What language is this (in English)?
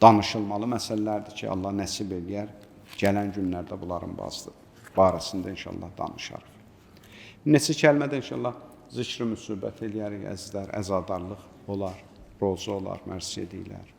Azerbaijani